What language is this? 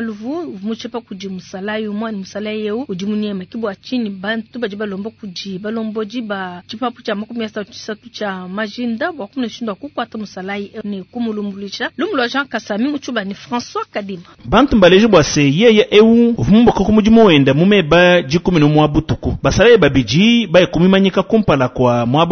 Luba-Lulua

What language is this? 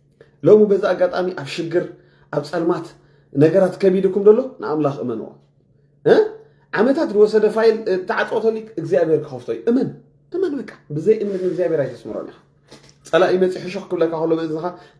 Tigrinya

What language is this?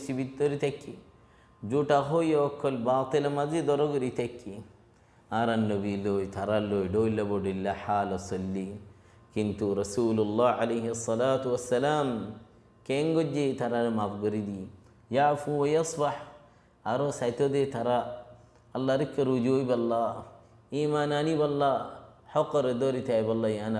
Rohingya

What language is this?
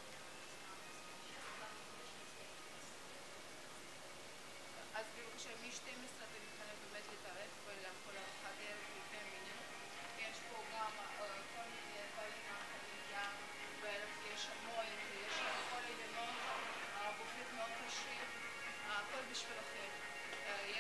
Hebrew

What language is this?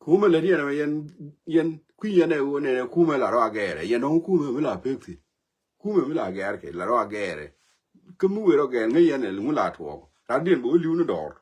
Nuer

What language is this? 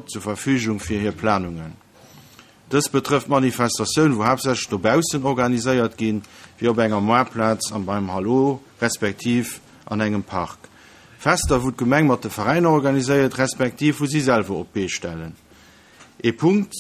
Luxembourgish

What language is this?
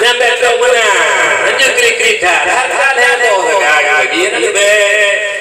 Achinese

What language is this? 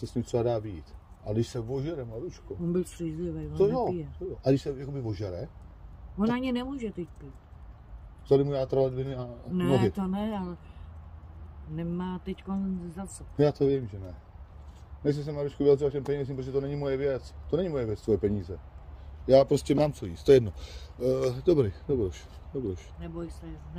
Czech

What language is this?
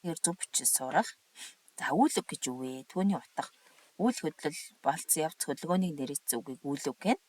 Mongolian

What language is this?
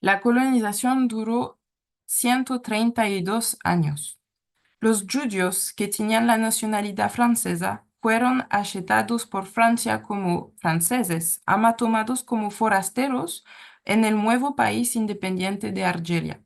Ladino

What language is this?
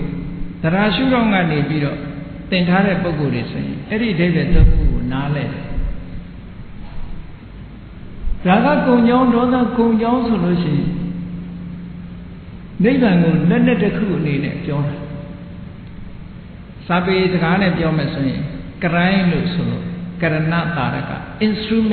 Burmese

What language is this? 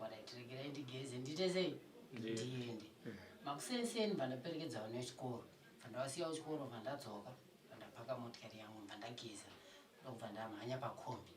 Shona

